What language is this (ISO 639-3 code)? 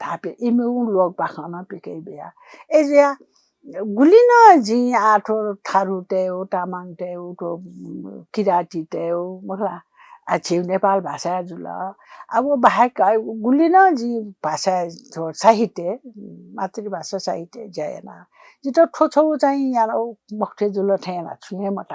new